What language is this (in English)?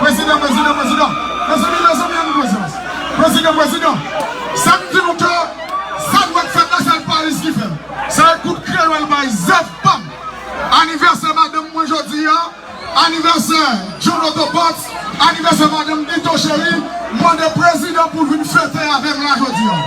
Haitian Creole